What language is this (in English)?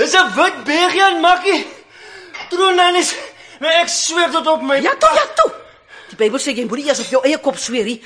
Afrikaans